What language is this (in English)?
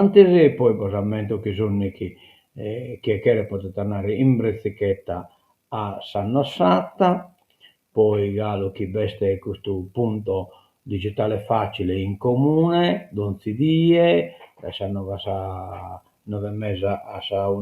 Sardinian